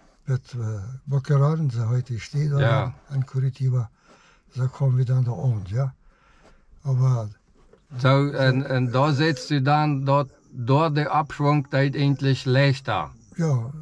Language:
Plautdietsch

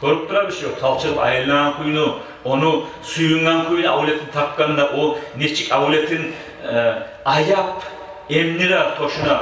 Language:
Kumyk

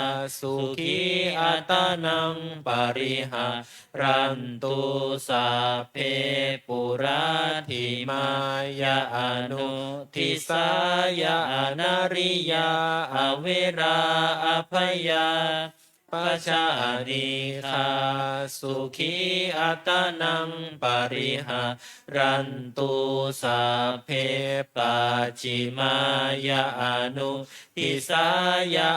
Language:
Pali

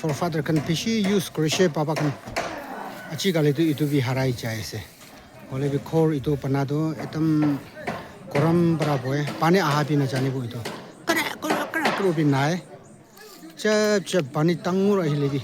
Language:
Naga Pidgin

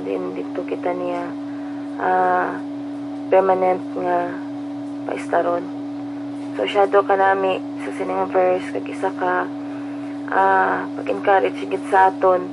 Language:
Hiligaynon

